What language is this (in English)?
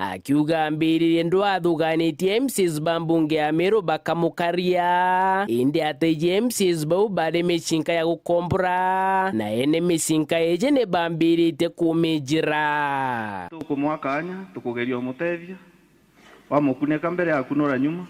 Meru